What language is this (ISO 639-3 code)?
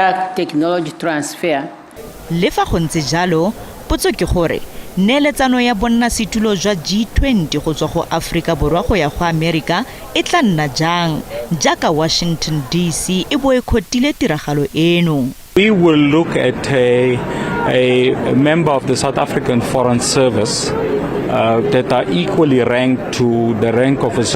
tsn